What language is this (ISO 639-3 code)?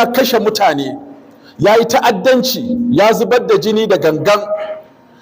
hau